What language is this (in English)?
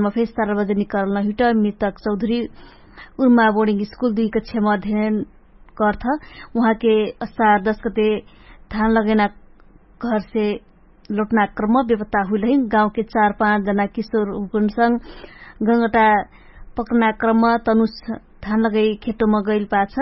Dangaura Tharu